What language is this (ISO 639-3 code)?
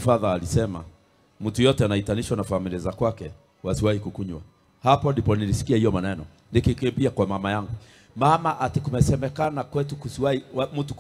swa